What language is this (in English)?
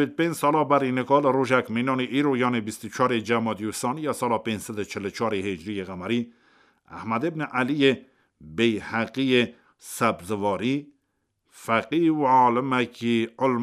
Kurdish